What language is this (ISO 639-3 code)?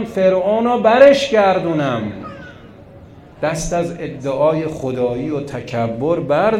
fas